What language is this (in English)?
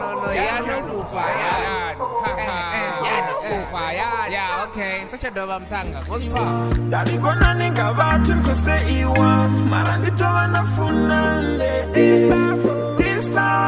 Venda